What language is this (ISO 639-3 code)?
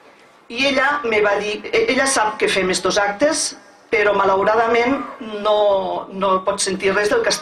cat